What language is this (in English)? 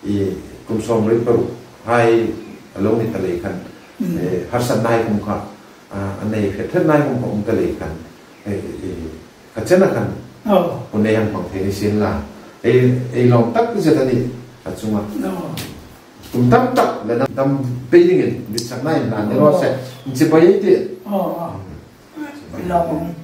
Hmar